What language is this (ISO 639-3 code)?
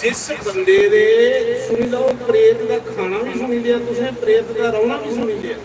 doi